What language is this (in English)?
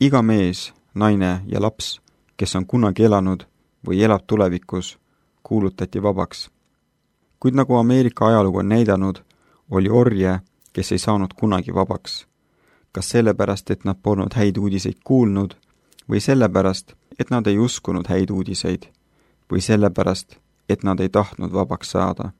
Estonian